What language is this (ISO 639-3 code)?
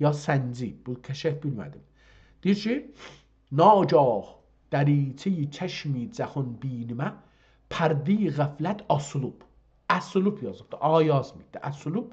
azb